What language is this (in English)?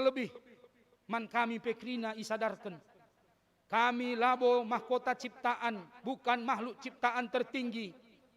Batak Karo